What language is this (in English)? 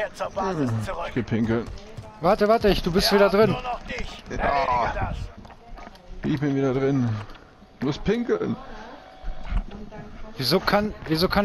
German